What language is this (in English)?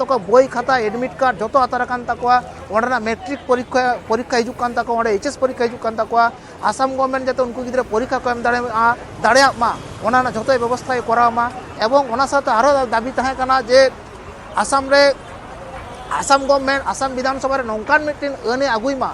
Santali